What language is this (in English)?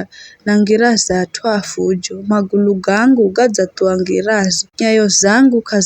Giryama